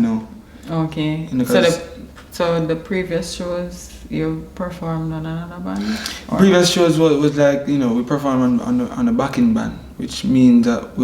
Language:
Jamaican Creole English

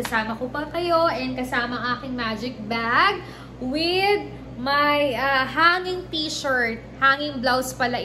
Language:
Filipino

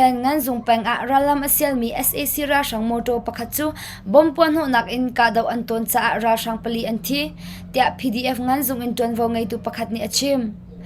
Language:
Hakha Chin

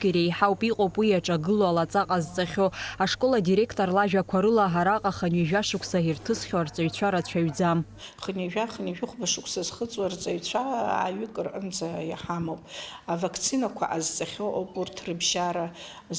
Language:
Abkhazian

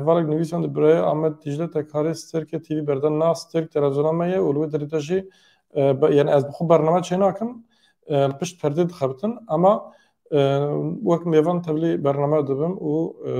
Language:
Kurdish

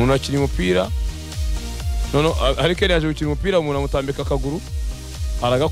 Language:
Kinyarwanda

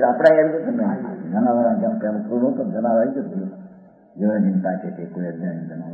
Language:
Gujarati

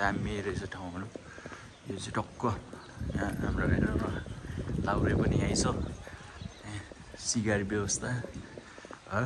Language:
Nepali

